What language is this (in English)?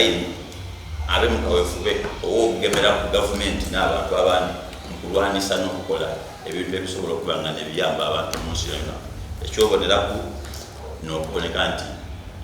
Soga